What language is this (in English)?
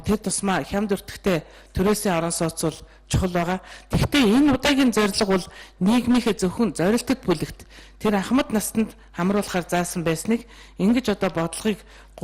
Mongolian